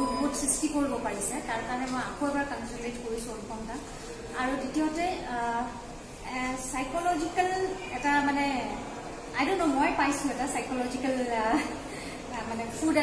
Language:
Assamese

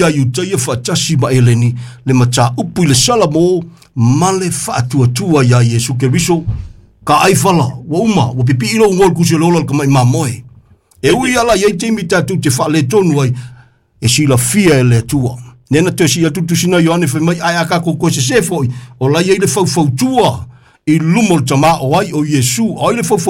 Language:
Samoan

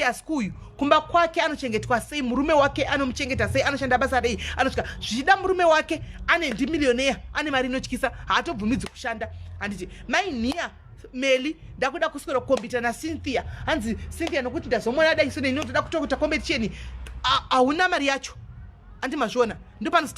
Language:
Shona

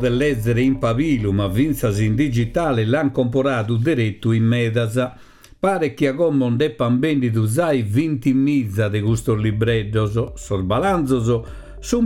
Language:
Sardinian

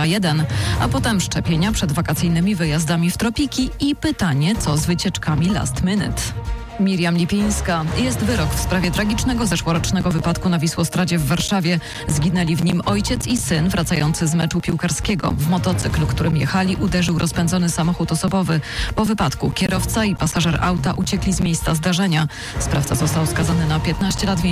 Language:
Polish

